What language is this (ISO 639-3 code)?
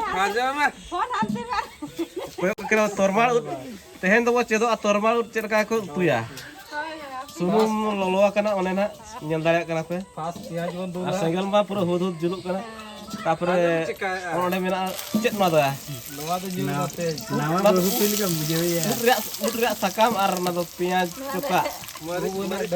sat